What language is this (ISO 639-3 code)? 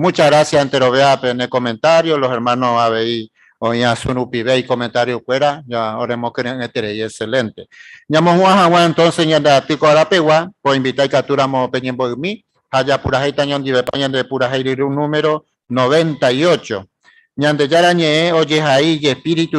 grn